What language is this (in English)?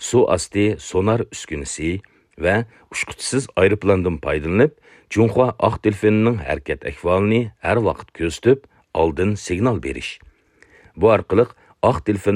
Uyghur